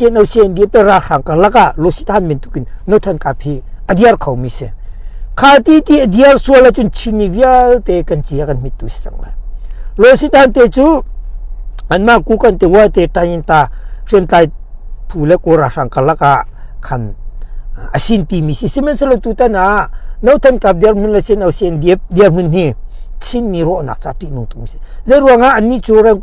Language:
Hakha Chin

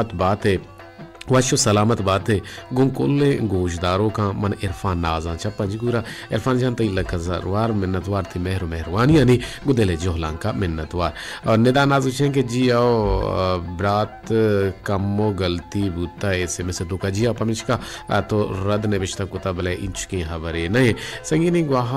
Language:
Baluchi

